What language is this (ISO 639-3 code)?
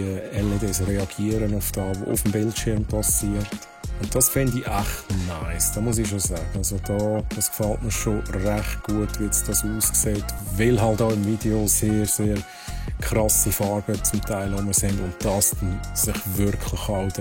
gsw